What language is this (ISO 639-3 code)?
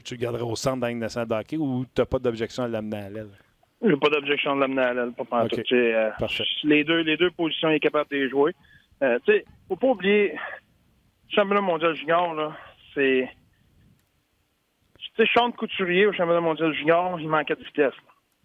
fra